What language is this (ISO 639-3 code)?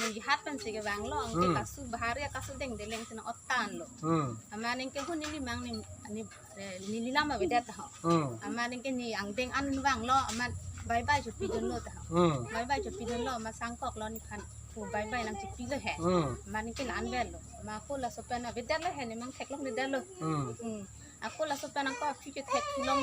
mjw